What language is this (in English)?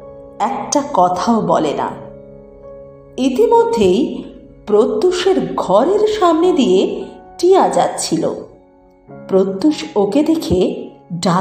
Bangla